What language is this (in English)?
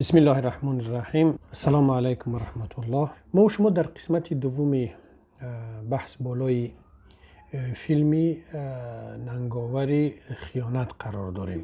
Tajik